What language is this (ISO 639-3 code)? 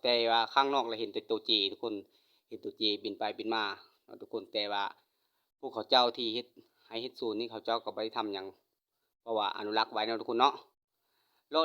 lao